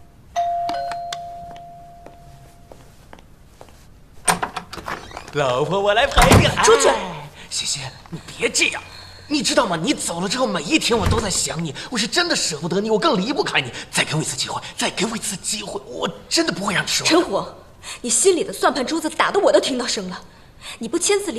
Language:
Chinese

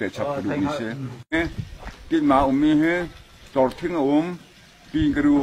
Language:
Hakha Chin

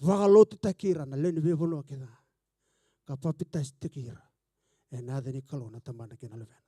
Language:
Fijian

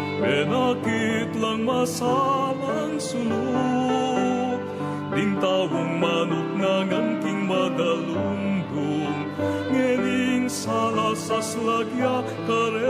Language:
Pampanga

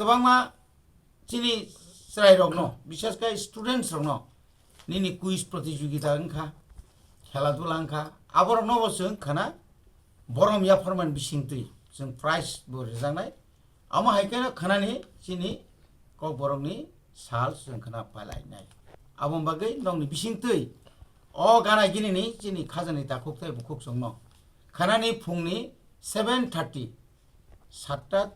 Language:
Kok Borok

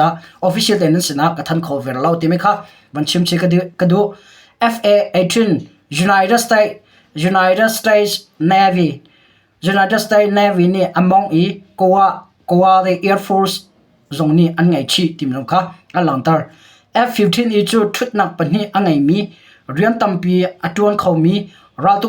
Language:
Hakha Chin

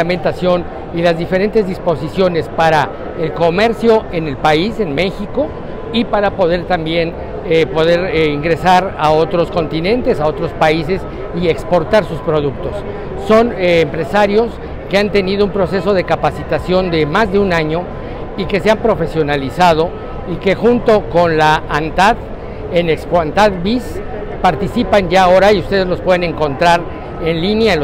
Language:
Spanish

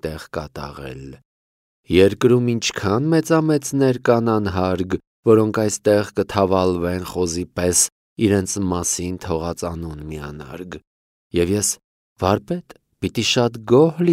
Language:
Armenian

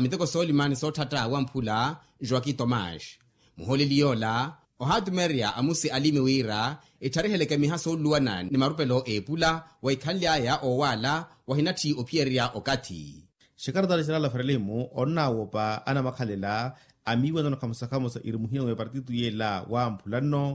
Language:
Makhuwa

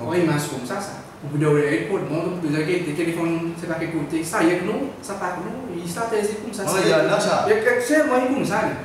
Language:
Seselwa Creole French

